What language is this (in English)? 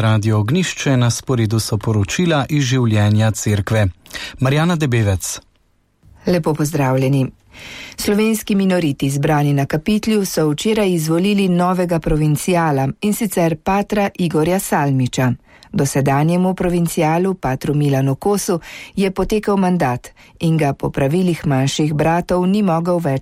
Slovenian